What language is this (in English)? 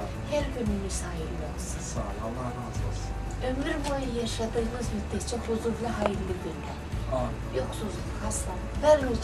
Turkish